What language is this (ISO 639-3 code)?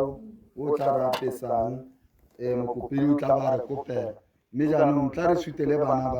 tsn